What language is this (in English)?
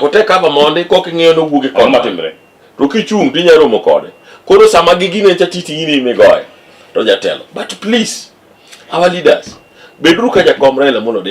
Luo (Kenya and Tanzania)